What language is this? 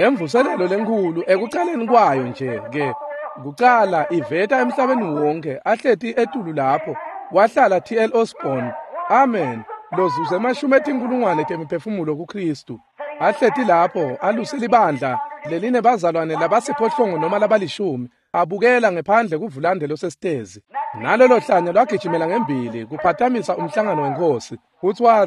Swati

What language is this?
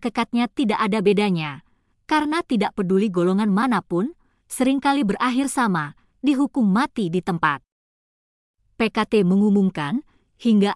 Indonesian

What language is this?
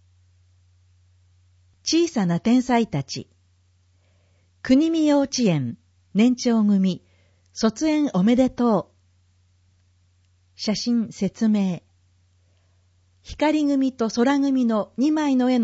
Japanese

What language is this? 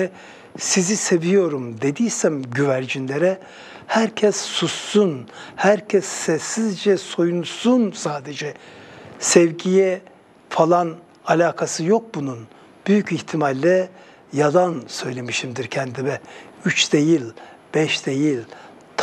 Turkish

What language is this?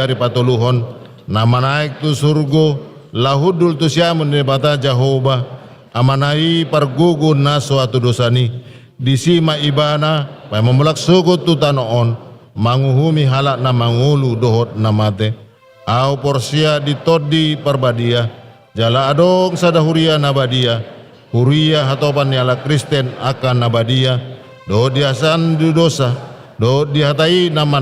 Batak Toba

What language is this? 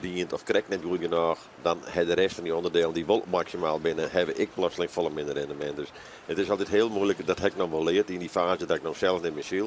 Western Frisian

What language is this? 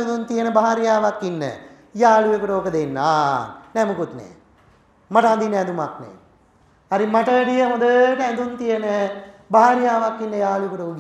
Sinhala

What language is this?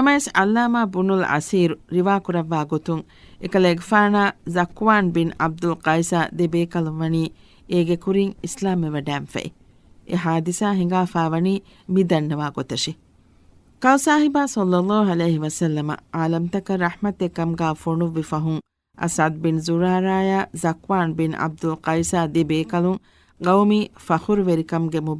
Divehi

